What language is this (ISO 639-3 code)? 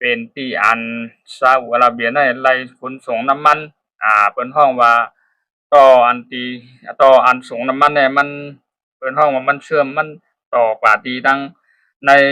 shn